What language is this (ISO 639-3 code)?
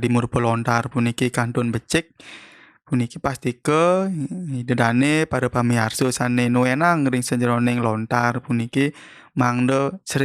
ban